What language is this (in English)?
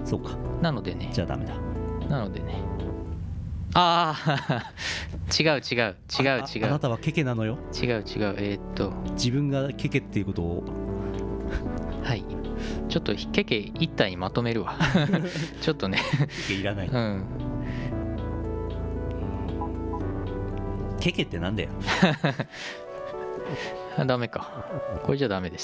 Japanese